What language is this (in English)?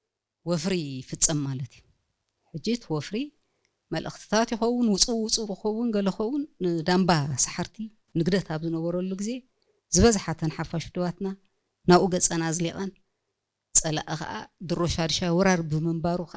Tigrinya